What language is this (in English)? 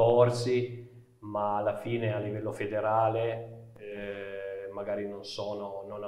Italian